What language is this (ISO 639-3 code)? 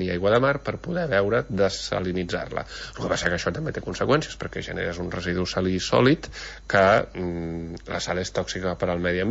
cat